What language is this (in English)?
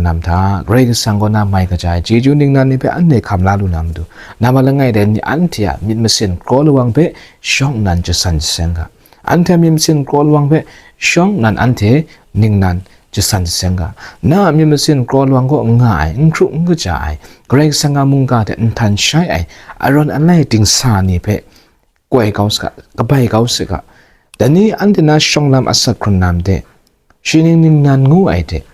Kachin